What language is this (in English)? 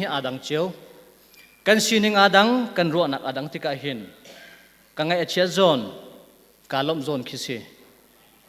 Hakha Chin